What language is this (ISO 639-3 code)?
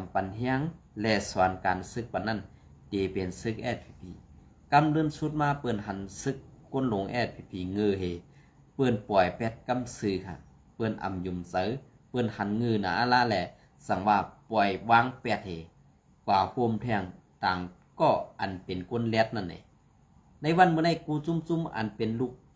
shn